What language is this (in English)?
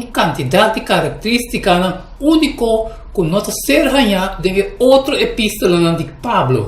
Papiamento